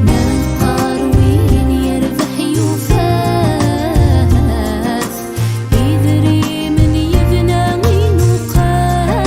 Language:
Kabyle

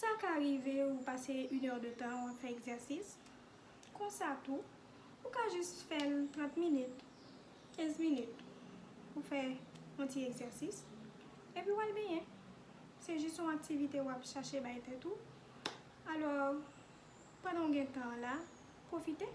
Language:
Haitian Creole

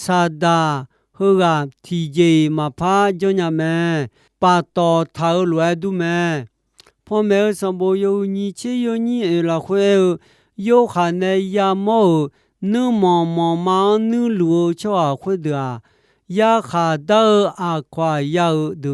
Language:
Akha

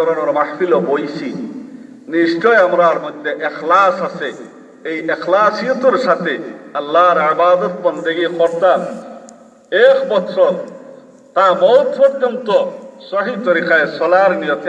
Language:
Sylheti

